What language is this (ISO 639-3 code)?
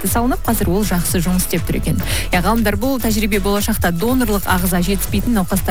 kaz